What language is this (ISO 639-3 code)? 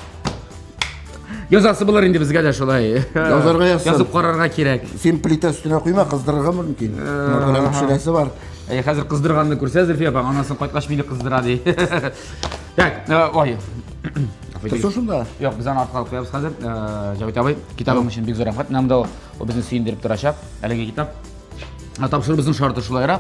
tat